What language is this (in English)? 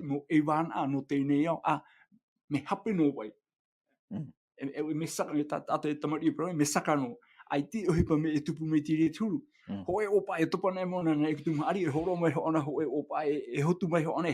Tahitian